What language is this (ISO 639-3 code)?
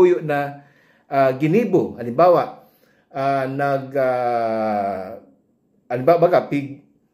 bik